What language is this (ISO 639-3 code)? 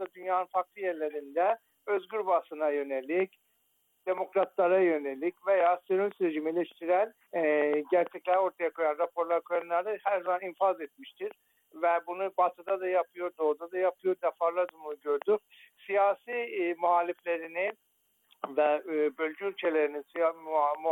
tur